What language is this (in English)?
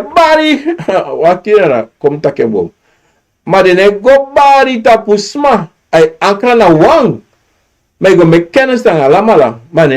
Sranan Tongo